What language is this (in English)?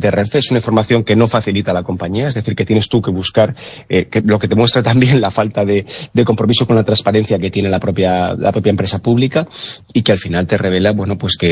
Spanish